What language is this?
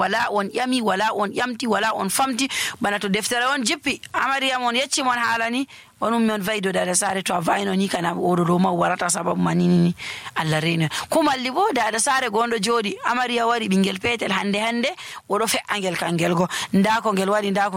Nigerian Fulfulde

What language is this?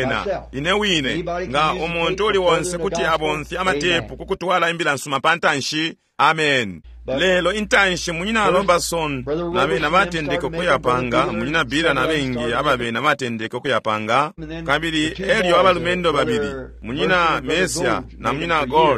Bemba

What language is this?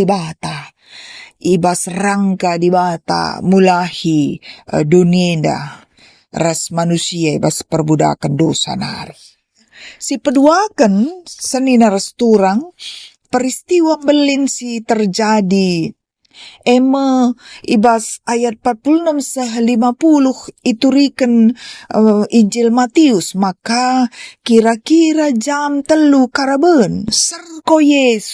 Batak Karo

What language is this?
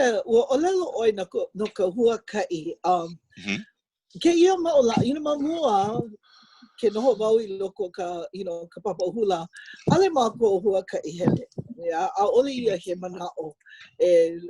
Hawaiian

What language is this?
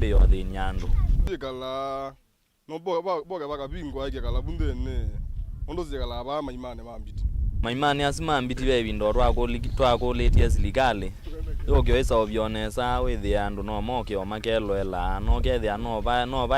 Kamba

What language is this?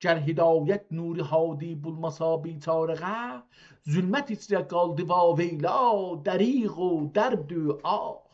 South Azerbaijani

